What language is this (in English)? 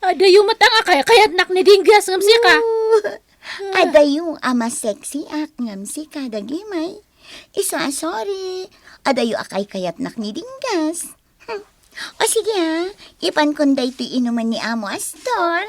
Iloko